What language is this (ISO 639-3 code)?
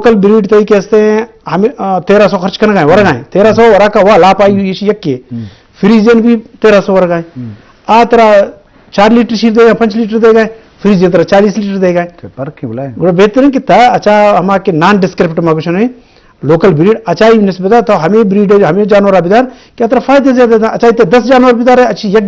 bgp